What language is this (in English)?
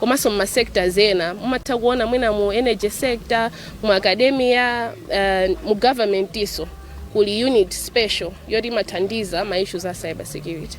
Nyanja